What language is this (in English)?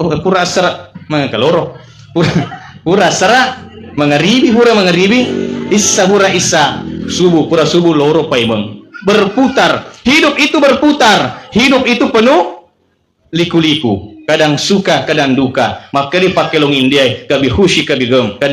Buginese